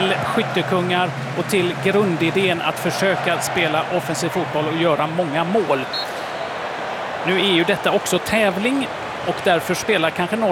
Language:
Swedish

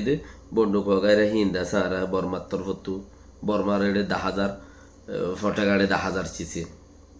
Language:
Rohingya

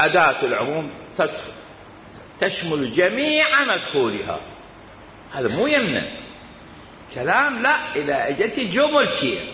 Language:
Mesopotamian Arabic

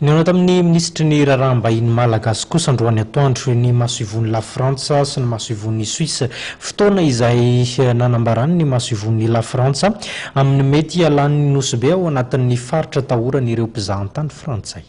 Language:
Malagasy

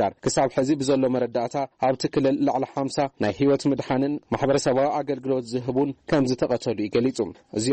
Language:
Tigrinya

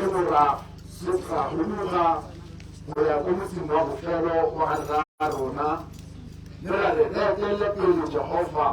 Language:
Tswana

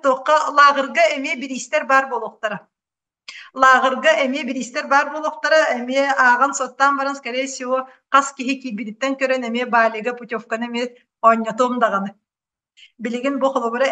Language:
Yakut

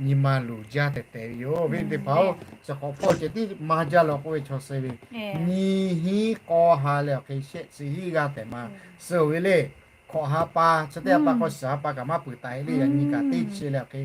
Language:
Lahu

